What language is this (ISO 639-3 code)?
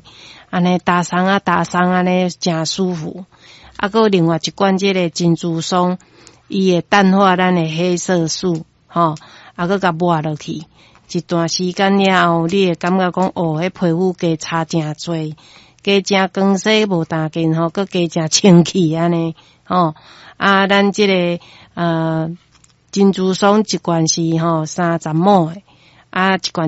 nan